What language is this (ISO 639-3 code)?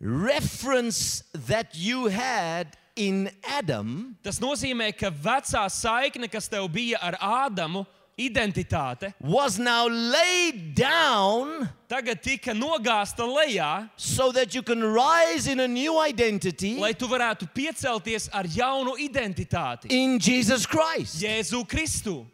lav